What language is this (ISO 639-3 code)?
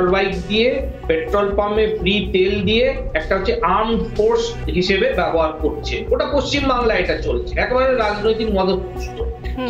ben